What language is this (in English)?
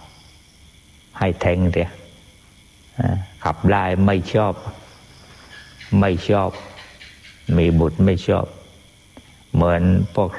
Thai